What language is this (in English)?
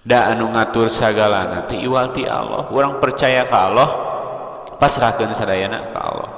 Sundanese